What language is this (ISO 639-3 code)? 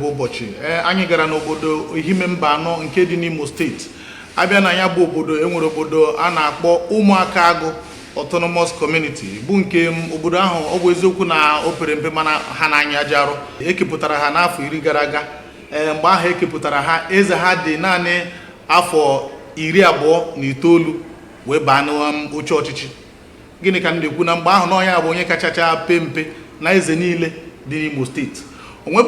ibo